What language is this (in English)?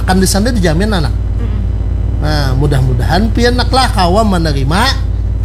Banjar